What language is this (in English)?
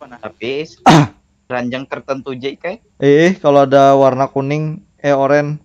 Banjar